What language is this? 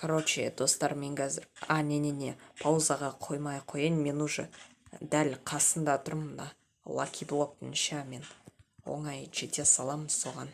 Kazakh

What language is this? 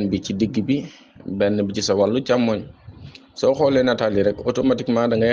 Wolof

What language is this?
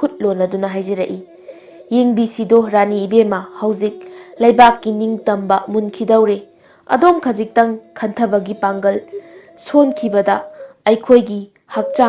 Manipuri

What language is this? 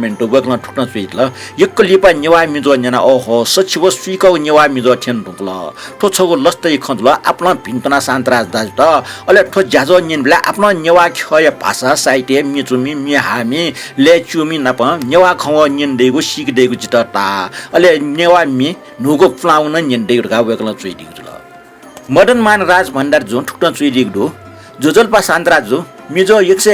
Newari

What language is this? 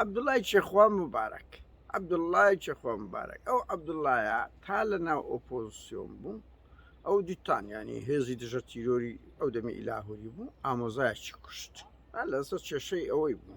Central Kurdish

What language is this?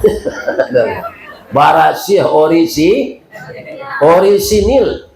Minangkabau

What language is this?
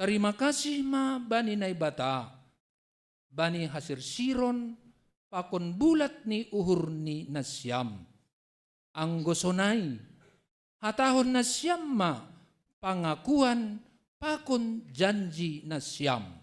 Batak Simalungun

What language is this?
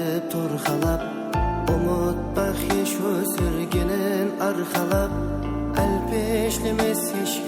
Kara-Kalpak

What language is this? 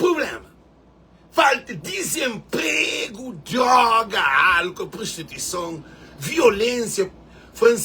Kabuverdianu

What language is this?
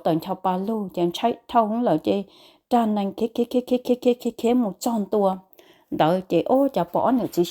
Hmong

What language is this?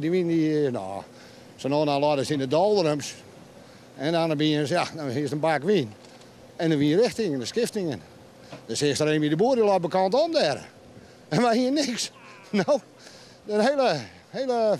Western Frisian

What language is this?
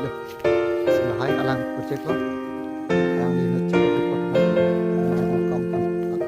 Karbi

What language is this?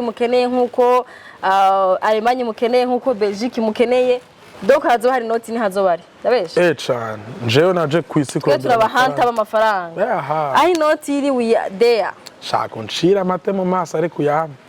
Rundi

